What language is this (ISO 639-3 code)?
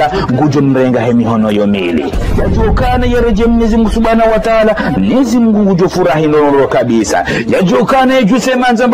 zdj